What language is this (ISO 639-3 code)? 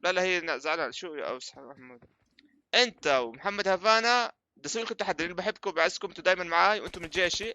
apc